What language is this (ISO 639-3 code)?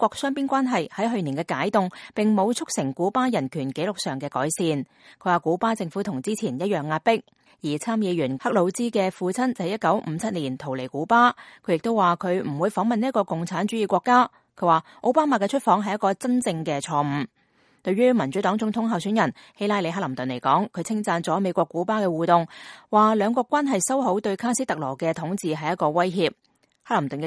yue